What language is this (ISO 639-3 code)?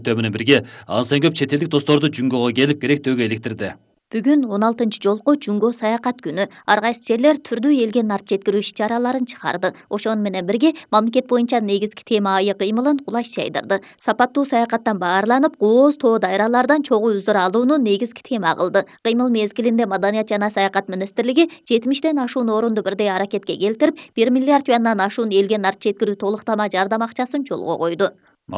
kir